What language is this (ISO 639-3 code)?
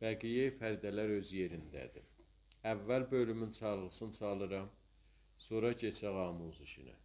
azb